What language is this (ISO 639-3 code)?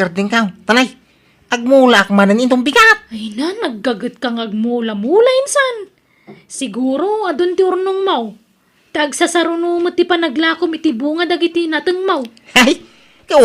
ilo